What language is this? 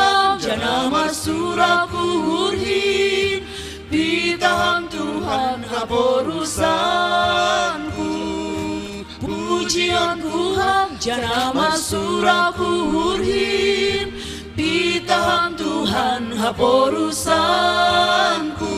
Batak Simalungun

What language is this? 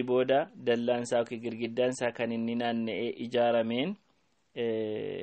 Oromo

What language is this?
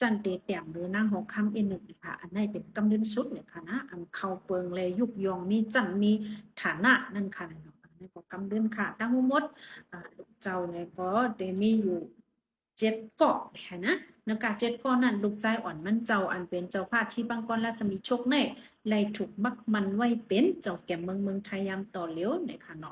Shan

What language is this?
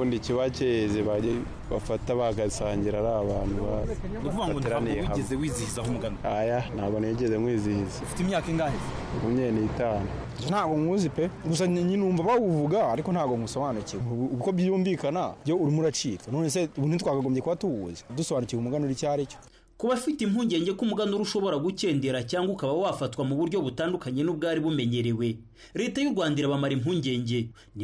Kinyarwanda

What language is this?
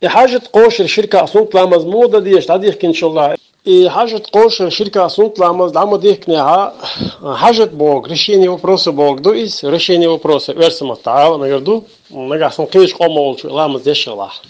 Chechen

